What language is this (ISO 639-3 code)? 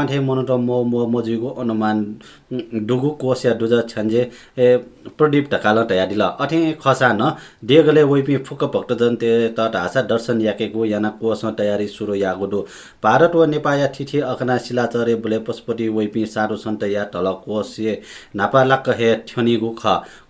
new